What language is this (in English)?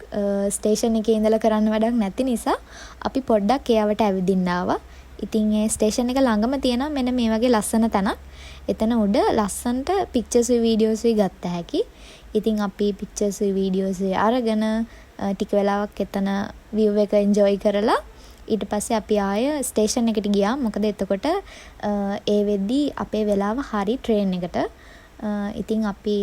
Sinhala